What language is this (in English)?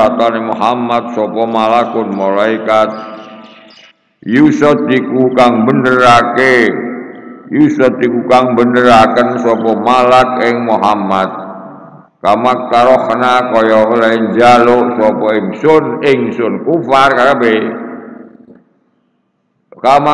Javanese